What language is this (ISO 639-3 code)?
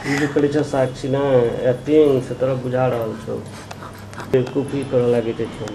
mai